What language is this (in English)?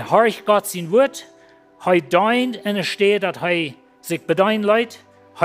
Plautdietsch